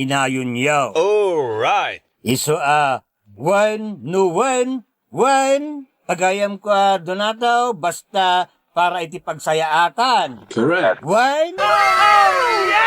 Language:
Iloko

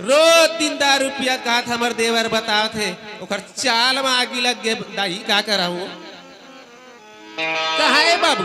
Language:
Chhattisgarhi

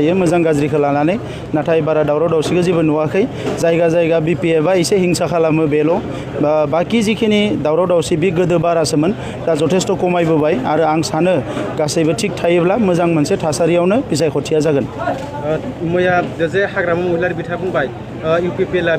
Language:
Bodo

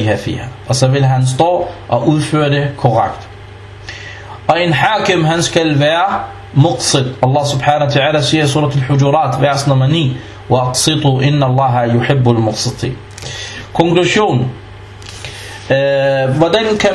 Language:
Danish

